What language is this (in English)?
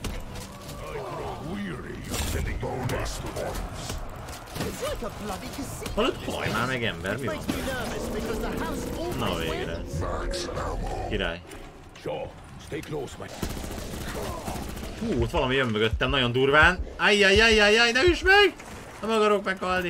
Hungarian